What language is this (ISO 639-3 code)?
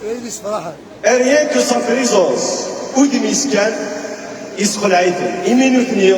kab